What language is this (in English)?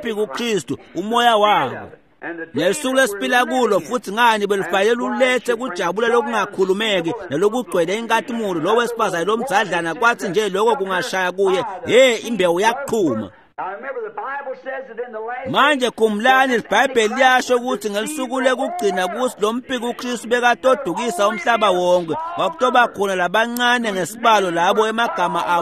Swati